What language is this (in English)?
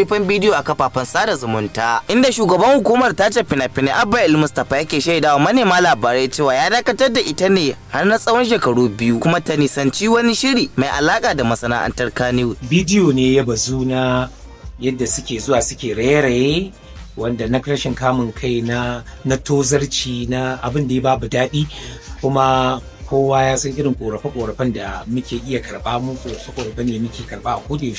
Hausa